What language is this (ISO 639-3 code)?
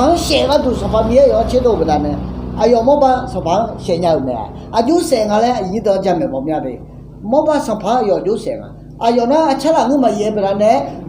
ahk